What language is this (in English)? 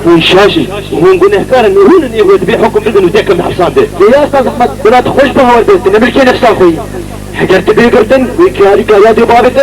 Kurdish